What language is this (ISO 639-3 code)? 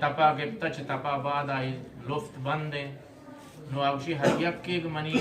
bgp